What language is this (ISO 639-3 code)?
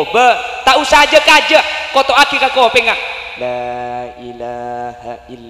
mad